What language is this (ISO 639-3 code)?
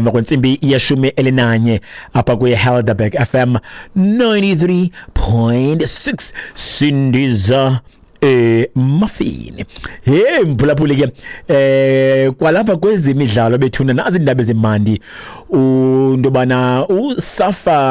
xho